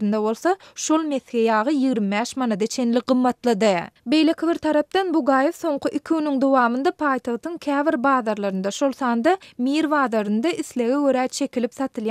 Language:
Turkmen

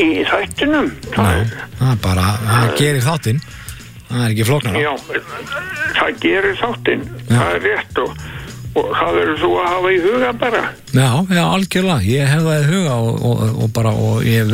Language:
Icelandic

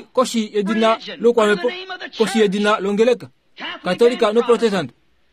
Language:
Kuanyama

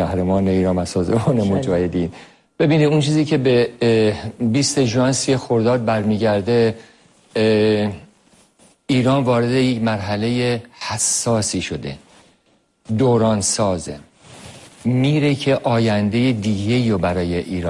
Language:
Persian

